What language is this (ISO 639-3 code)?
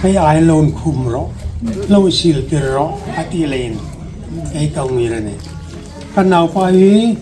hmr